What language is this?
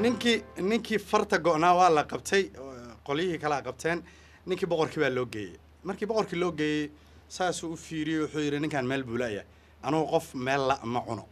Somali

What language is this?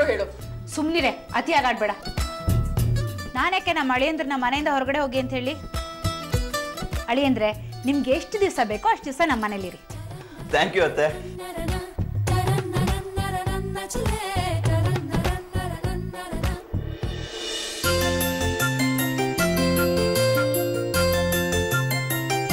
Kannada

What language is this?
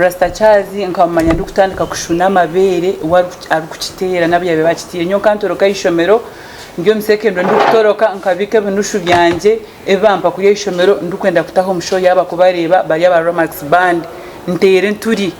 Nyankole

